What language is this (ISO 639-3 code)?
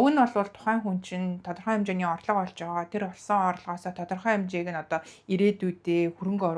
mon